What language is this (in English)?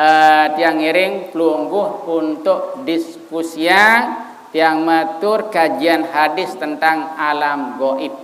Sasak